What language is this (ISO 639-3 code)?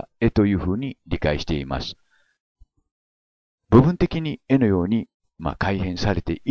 jpn